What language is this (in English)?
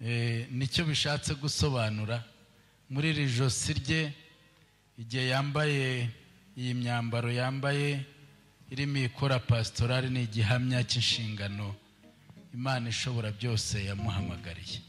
Kinyarwanda